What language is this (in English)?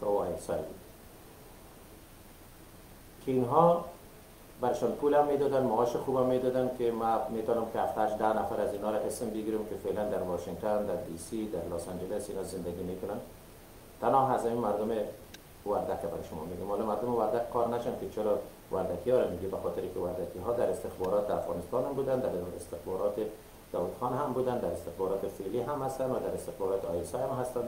Persian